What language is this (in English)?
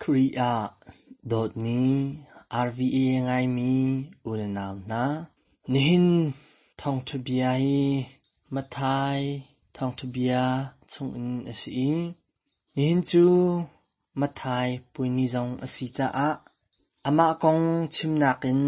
Hakha Chin